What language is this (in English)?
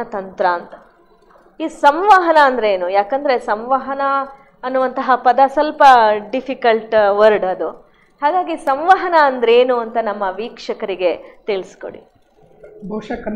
Kannada